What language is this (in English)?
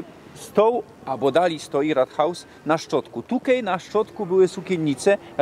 Silesian